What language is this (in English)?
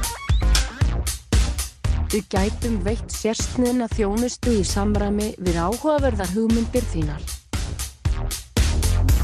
Icelandic